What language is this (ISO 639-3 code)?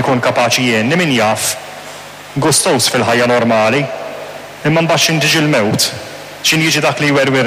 mlt